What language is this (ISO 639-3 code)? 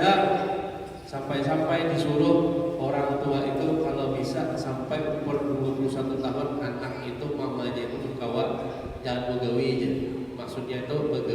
bjn